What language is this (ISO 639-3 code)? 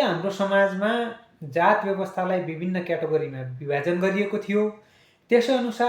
nep